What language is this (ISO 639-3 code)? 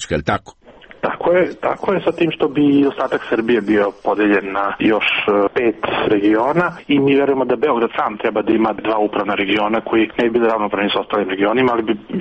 srp